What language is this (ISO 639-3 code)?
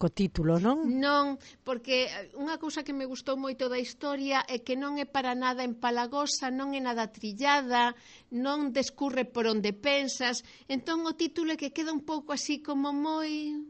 glg